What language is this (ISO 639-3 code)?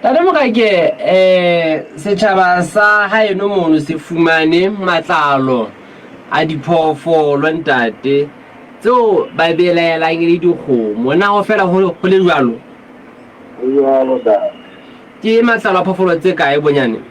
sot